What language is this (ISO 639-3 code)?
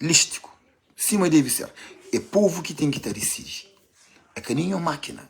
kea